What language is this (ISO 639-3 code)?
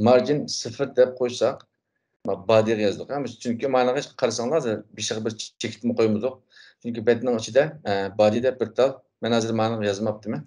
uig